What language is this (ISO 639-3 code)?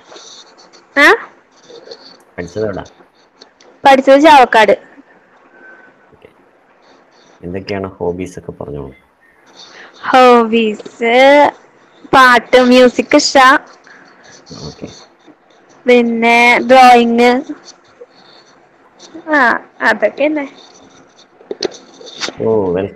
mal